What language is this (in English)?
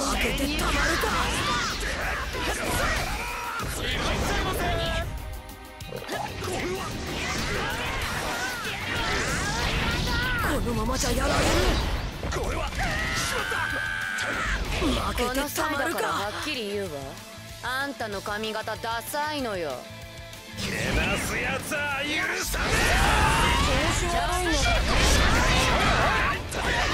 Japanese